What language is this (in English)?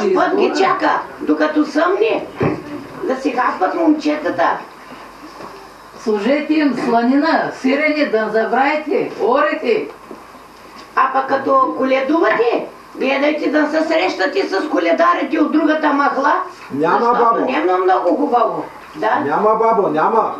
Bulgarian